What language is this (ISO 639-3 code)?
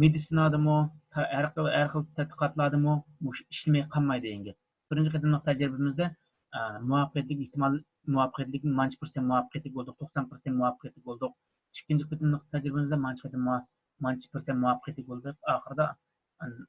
uig